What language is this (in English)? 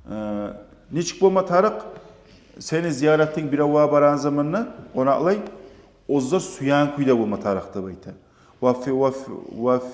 Kumyk